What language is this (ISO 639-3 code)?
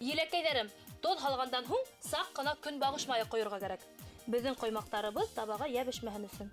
bak